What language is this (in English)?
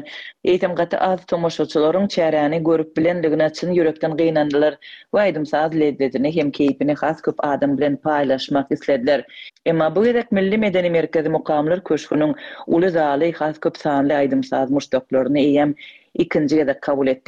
Turkmen